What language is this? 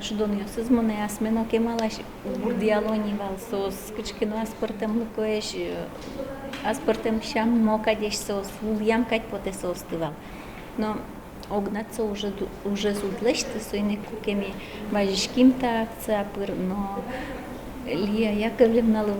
Udmurt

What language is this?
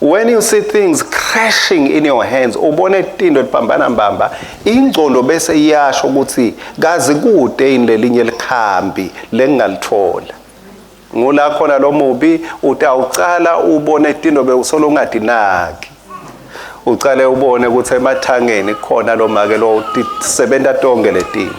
Swati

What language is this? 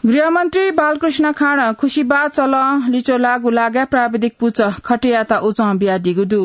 Newari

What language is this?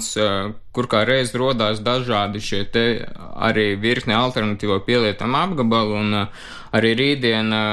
Latvian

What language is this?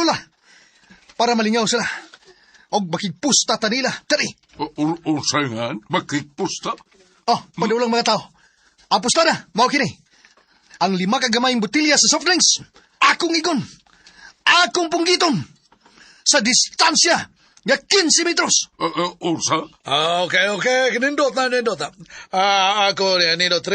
Cebuano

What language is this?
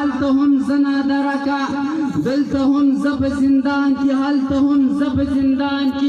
Pashto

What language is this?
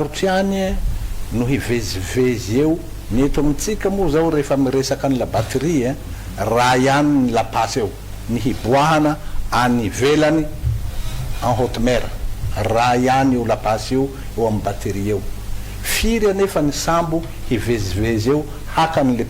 Malagasy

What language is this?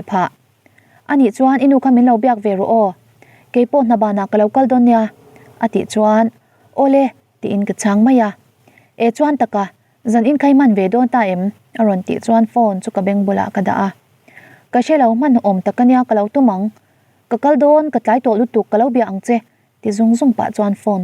Mizo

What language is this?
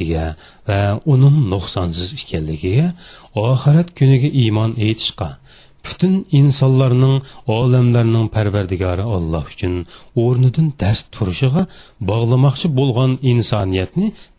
Uyghur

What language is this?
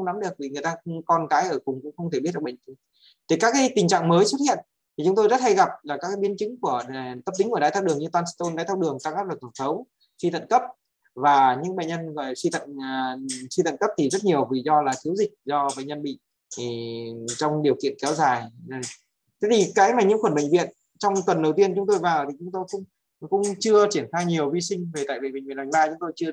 Vietnamese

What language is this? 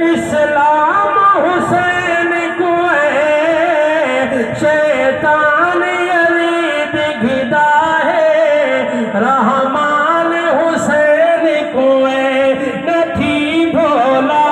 Saraiki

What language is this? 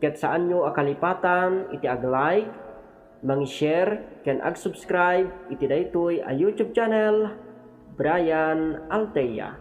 Iloko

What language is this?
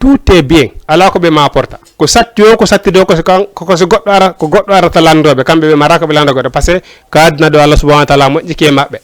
Fula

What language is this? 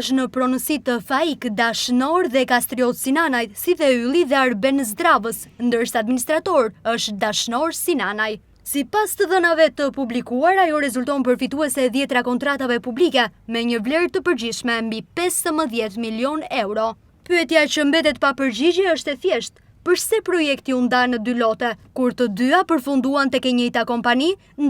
Albanian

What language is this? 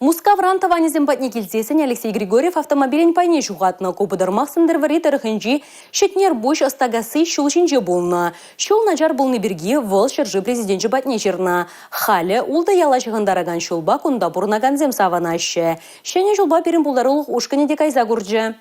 Chuvash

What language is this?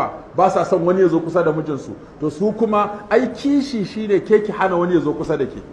Hausa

